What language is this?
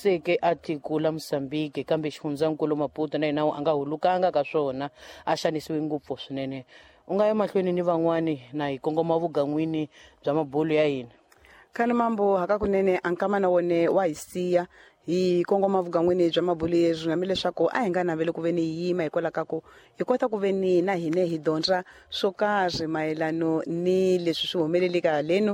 Tsonga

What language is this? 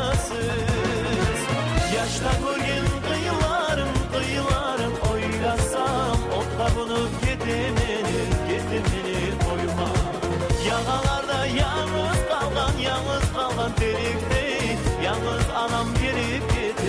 Kumyk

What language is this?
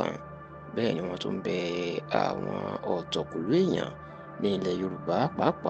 Yoruba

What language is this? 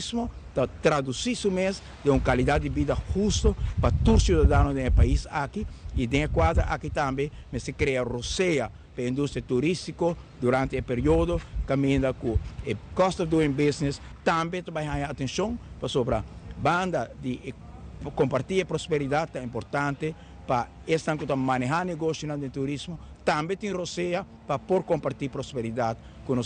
Papiamento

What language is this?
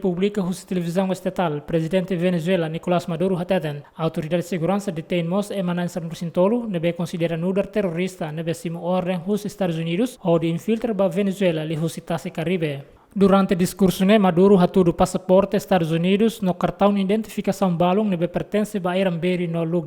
Tetum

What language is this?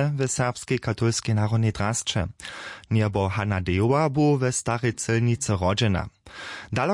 Upper Sorbian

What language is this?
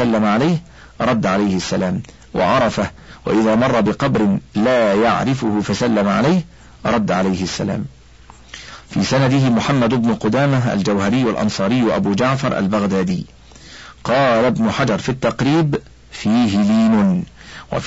Arabic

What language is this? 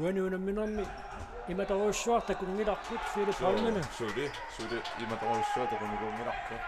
Kalaallisut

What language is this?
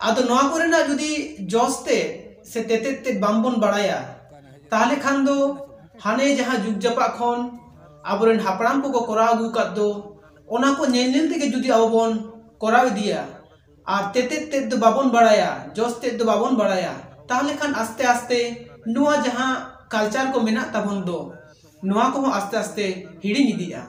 Santali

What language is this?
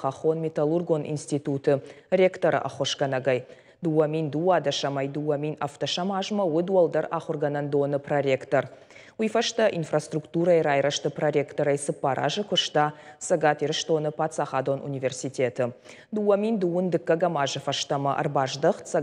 Ossetic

